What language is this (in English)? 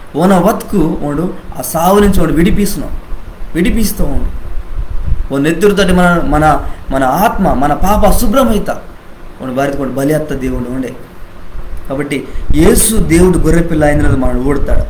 Koya